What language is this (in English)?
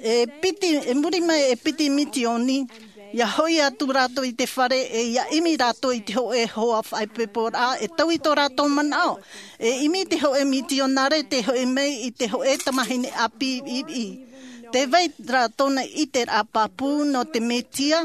Tahitian